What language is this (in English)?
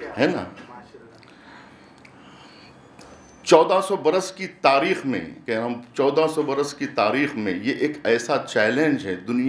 Urdu